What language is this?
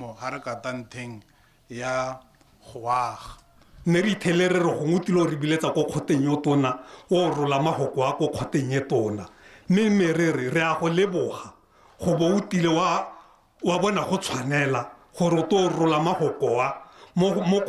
Tswana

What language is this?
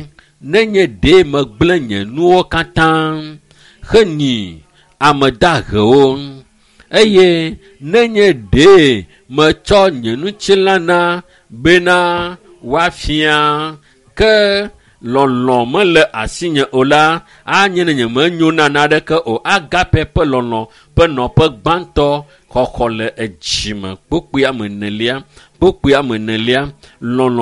Ewe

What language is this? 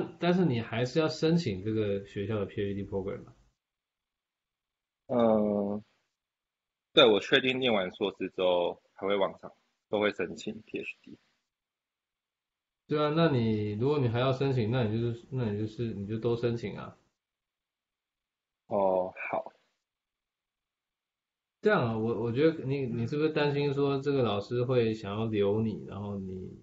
Chinese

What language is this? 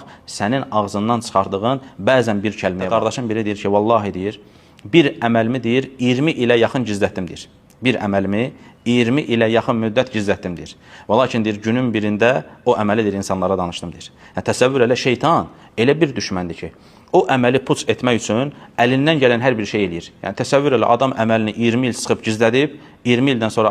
Azerbaijani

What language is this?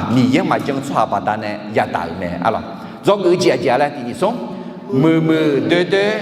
Akha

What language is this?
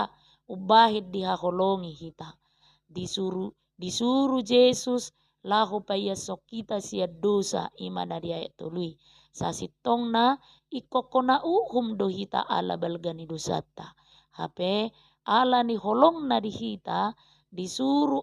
Batak Toba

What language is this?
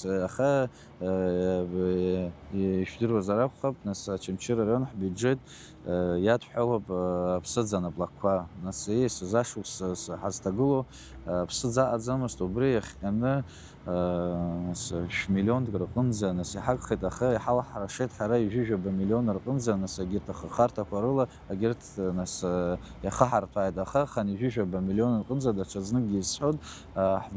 Abkhazian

